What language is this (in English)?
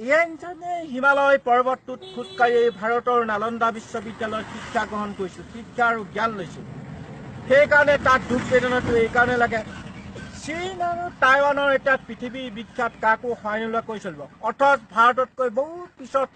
Assamese